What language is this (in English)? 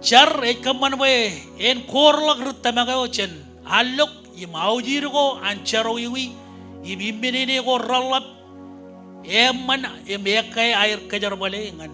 Marshallese